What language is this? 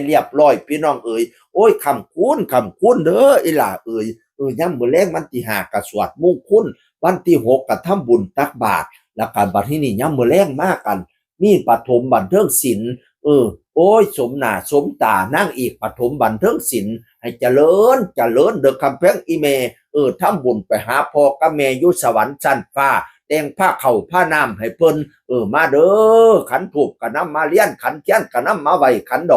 Northeastern Thai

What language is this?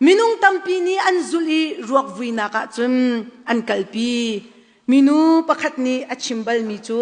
Hakha Chin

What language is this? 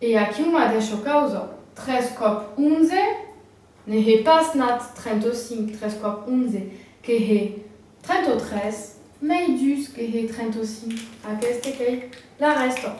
Occitan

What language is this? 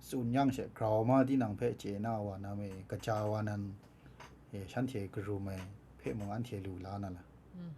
Kachin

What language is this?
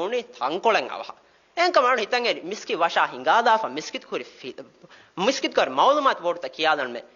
Divehi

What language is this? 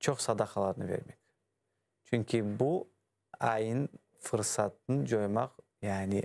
Crimean Tatar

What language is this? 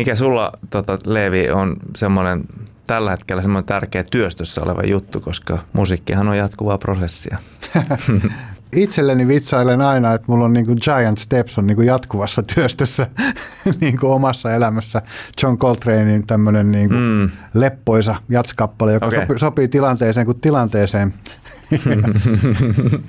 Finnish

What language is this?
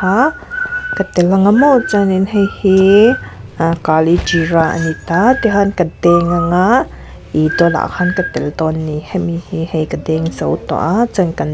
Mizo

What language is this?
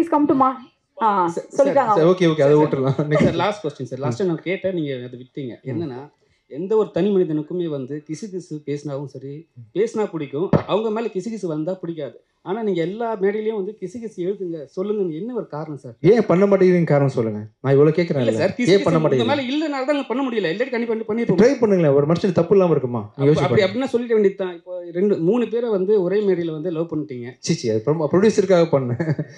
Tamil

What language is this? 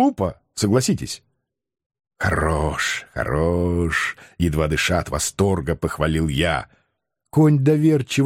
Russian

